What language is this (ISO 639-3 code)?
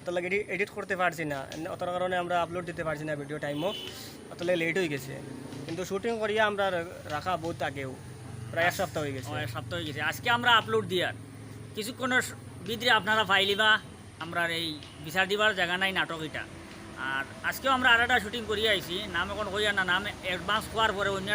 syl